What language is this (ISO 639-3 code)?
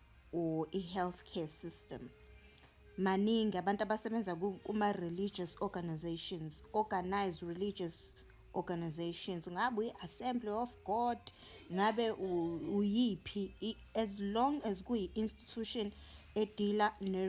zul